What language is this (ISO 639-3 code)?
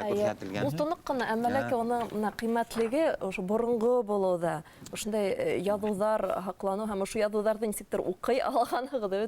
bak